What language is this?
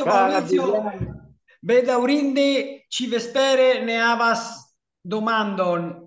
Esperanto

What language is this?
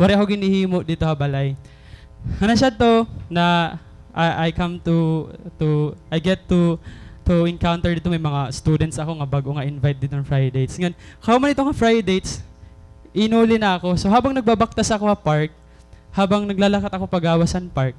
Waray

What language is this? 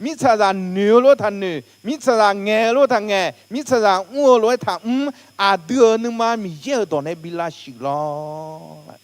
Akha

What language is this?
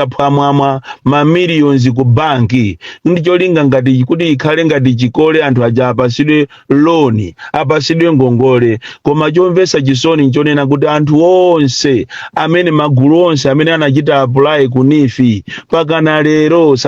Nyanja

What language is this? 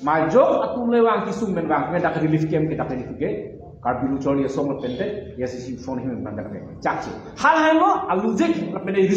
Karbi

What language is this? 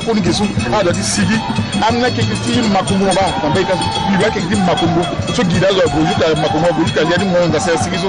Sango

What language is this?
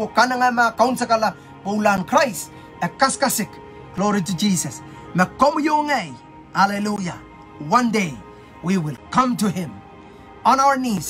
Pohnpeian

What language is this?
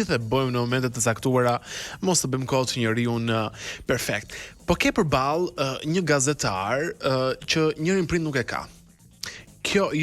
Albanian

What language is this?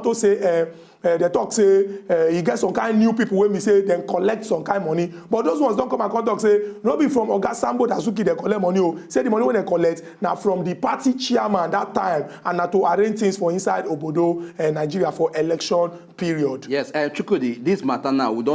Nigerian Pidgin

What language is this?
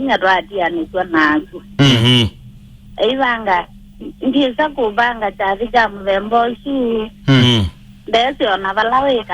Kamba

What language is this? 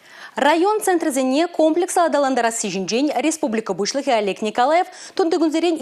Chuvash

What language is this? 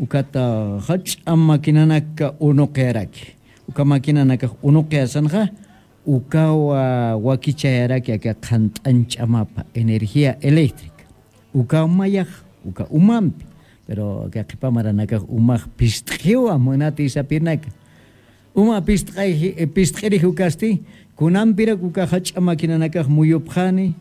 Aymara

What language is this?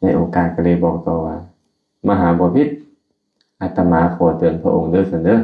Lao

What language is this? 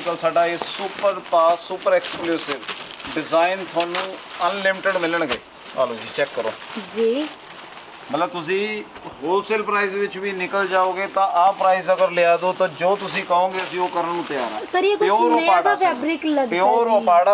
Hindi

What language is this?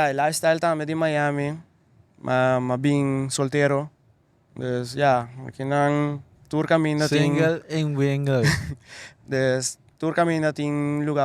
Papiamento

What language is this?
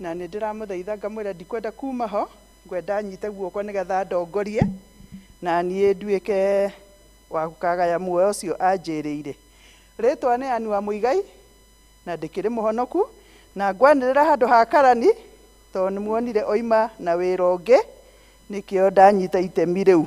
Kikuyu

